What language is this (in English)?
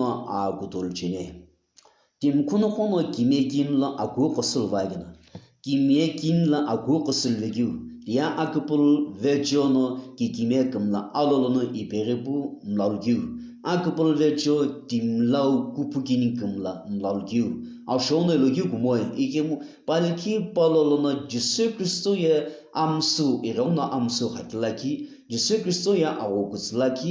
Sumi Naga